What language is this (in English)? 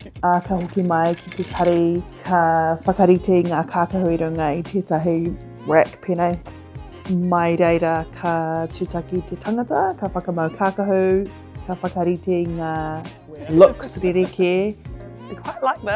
Māori